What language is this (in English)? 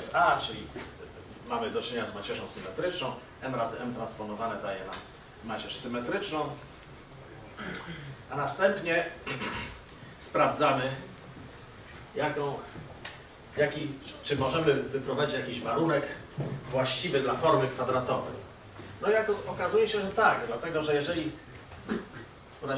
Polish